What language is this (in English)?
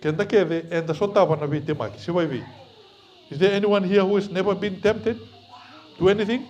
Fijian